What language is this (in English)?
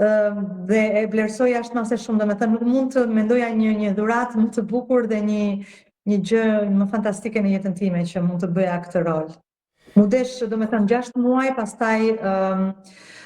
Albanian